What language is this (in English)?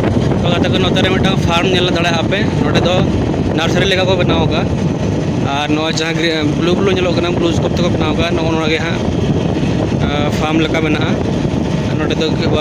Santali